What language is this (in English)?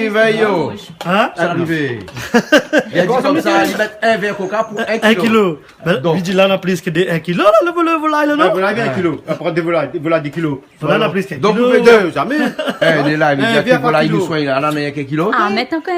Réunion Creole French